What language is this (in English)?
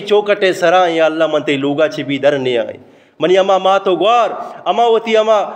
Eastern Balochi